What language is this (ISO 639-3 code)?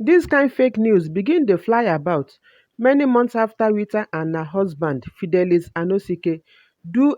pcm